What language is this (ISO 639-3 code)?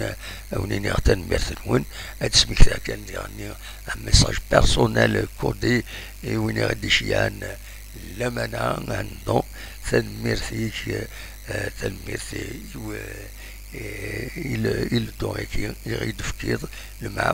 kab